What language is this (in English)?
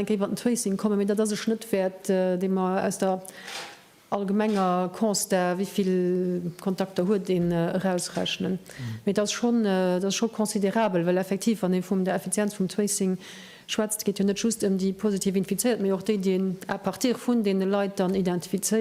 Luxembourgish